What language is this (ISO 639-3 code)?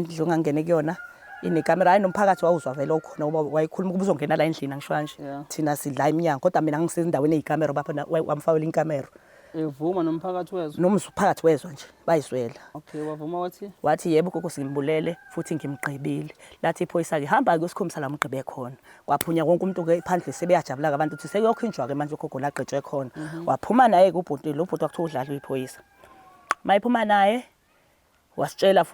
zul